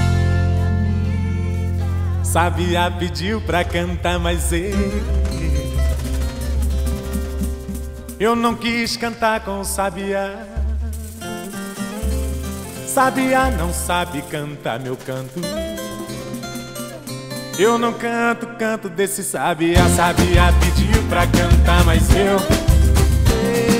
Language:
Portuguese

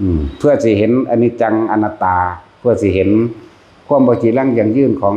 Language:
Northeastern Thai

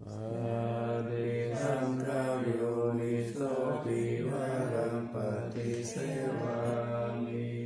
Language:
Pali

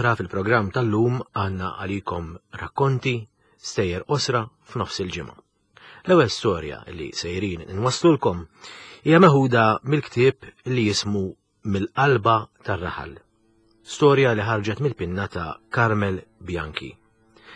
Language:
Maltese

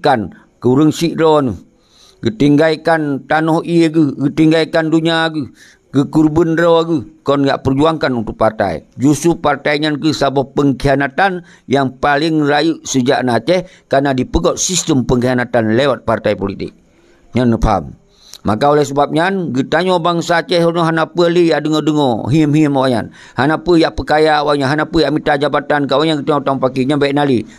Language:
Achinese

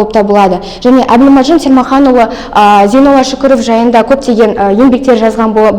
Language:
Kazakh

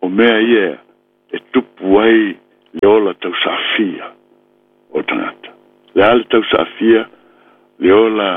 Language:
Samoan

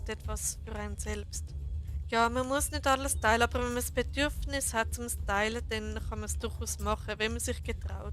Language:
Swiss German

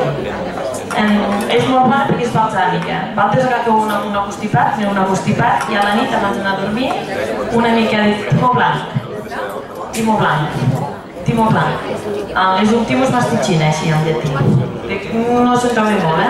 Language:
Catalan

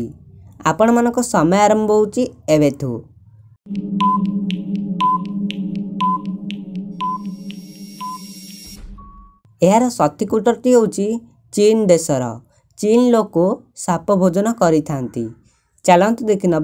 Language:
Odia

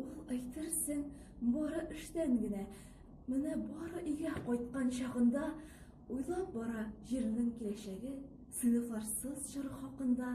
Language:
Tatar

